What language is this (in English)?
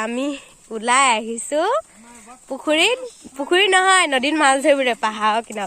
Assamese